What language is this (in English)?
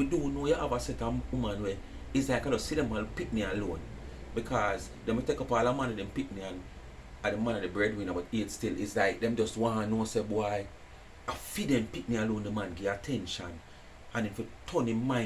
Jamaican Creole English